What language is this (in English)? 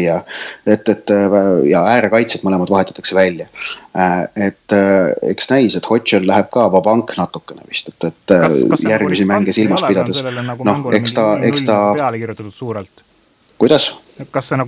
Estonian